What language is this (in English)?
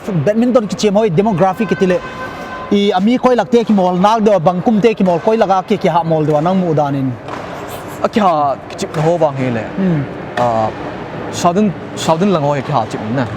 Paite Chin